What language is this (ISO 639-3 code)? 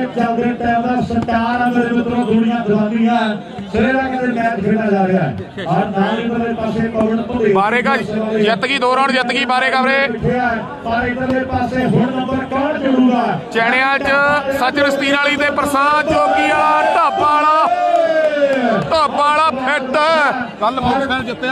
pan